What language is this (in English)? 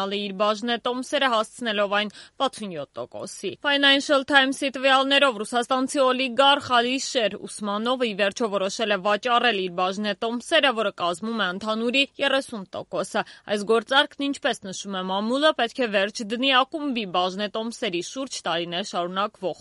Armenian